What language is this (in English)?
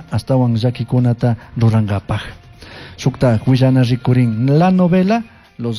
Chimborazo Highland Quichua